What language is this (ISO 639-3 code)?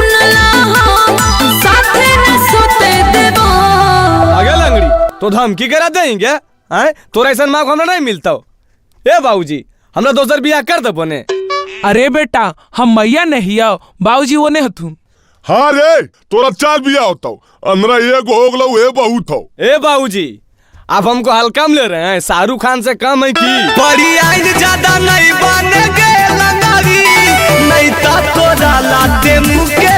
mag